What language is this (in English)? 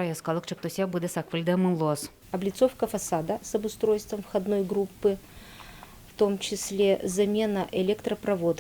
Udmurt